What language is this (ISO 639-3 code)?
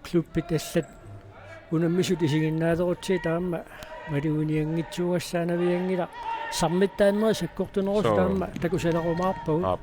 kal